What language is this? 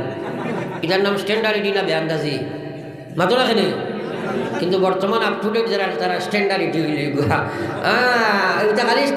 Sylheti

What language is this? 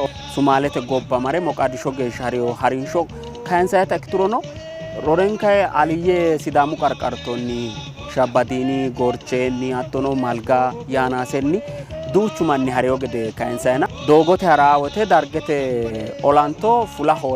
Sidamo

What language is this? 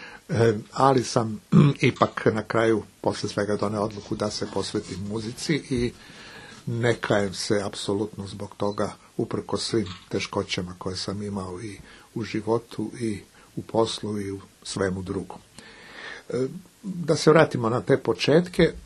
Serbian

